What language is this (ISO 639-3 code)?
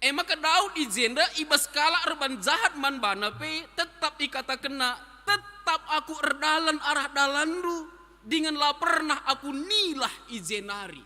btx